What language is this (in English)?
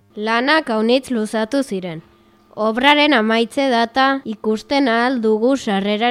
Basque